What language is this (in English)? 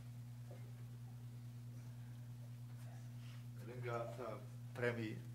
Romanian